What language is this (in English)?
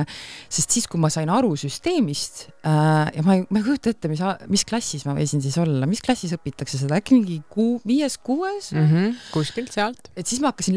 Estonian